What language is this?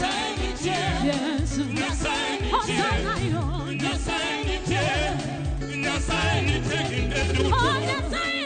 Luo (Kenya and Tanzania)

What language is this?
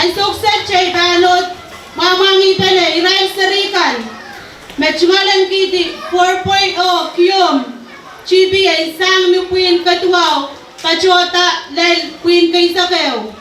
Pohnpeian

